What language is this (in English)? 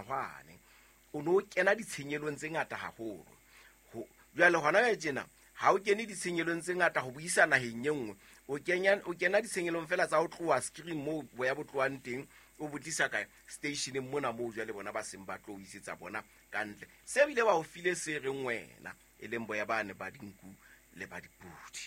Southern Sotho